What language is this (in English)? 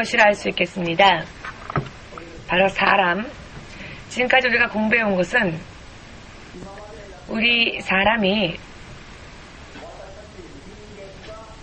Korean